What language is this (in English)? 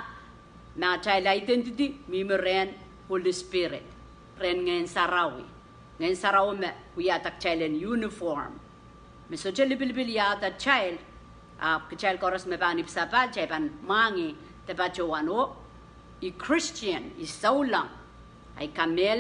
Pohnpeian